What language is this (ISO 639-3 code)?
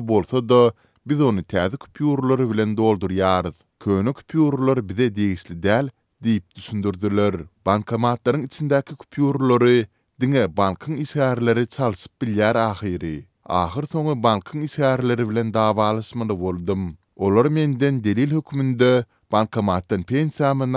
tuk